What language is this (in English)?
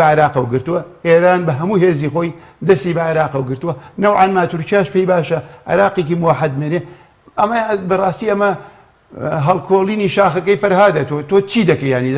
Central Kurdish